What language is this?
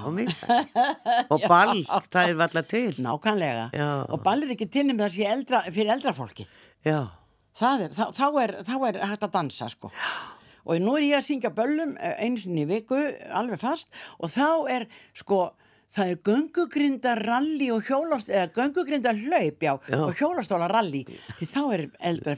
Icelandic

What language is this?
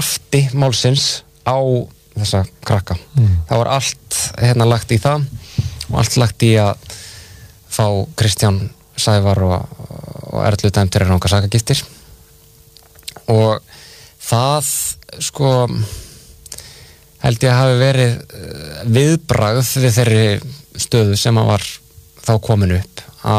Icelandic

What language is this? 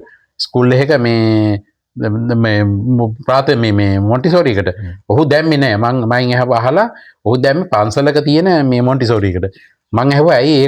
Sinhala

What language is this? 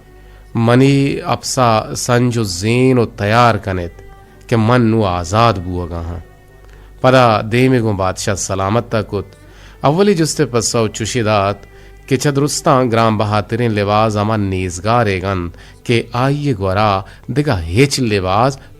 Eastern Balochi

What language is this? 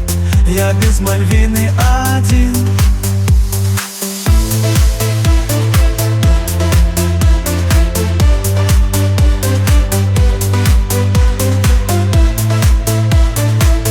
Russian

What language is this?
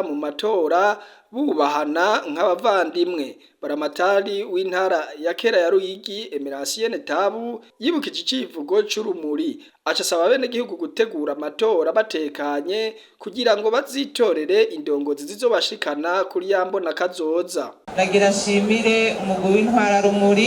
Rundi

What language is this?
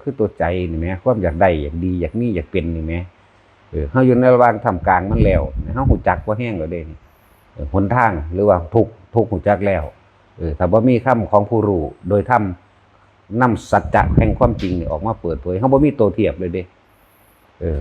Northeastern Thai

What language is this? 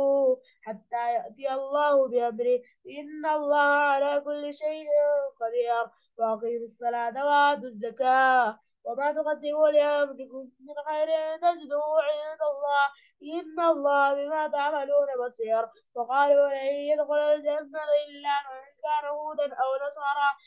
Arabic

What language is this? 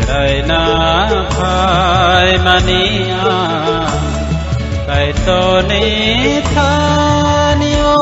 Kok Borok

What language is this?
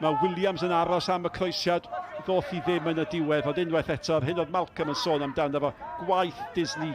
Welsh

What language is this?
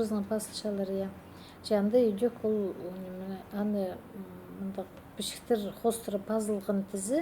Khakas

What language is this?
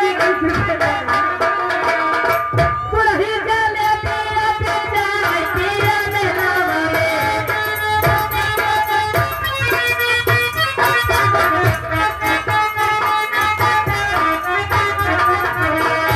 Bhojpuri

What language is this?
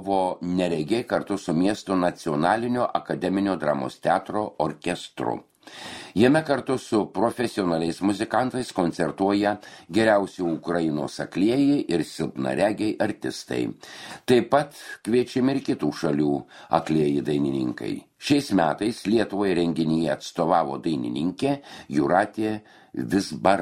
Lithuanian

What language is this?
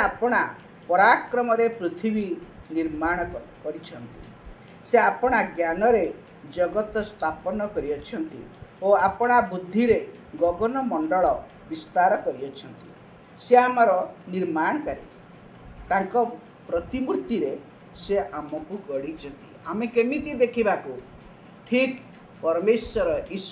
Odia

